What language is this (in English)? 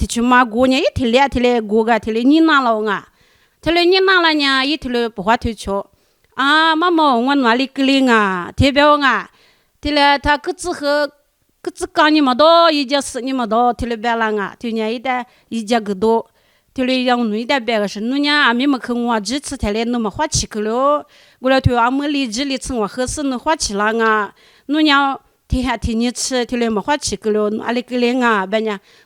Lisu